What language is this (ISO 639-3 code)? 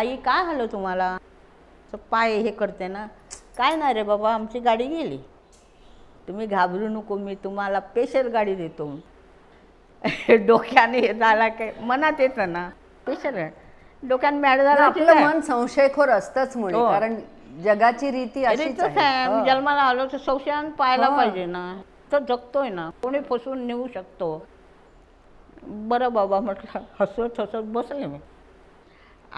mar